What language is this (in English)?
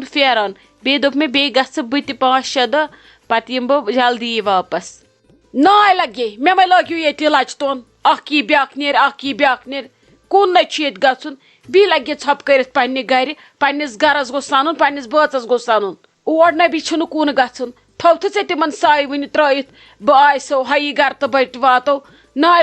Kashmiri